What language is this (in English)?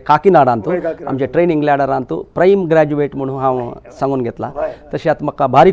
Konkani